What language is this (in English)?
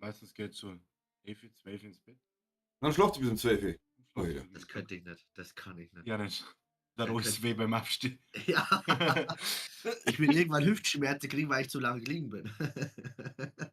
Bavarian